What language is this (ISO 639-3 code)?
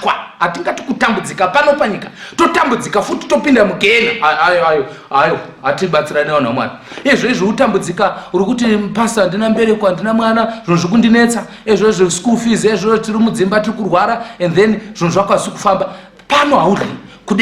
sna